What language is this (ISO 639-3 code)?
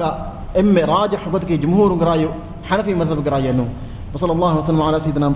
div